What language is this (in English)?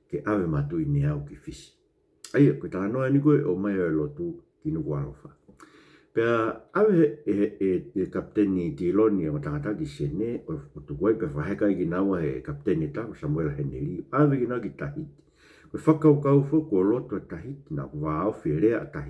Tongan